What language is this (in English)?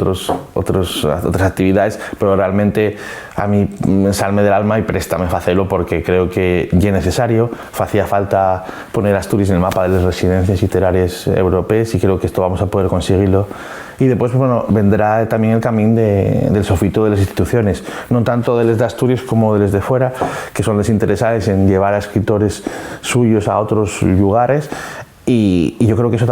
Asturian